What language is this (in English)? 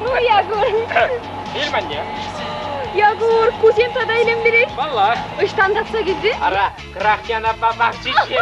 Chuvash